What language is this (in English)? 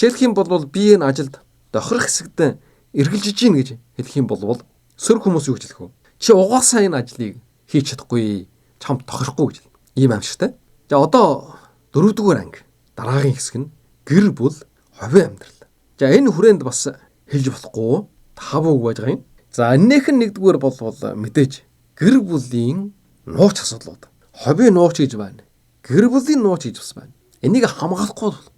Mongolian